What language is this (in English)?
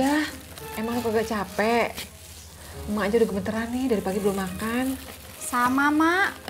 Betawi